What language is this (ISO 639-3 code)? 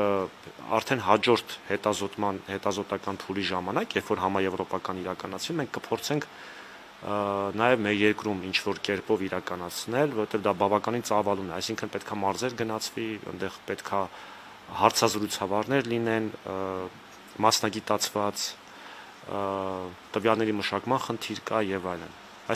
hye